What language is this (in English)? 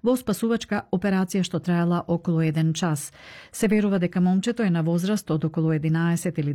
Macedonian